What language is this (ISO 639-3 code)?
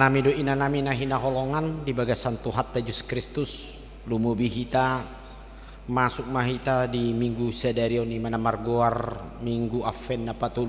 bbc